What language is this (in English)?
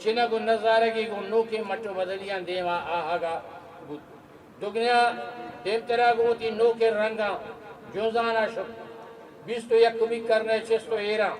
Eastern Balochi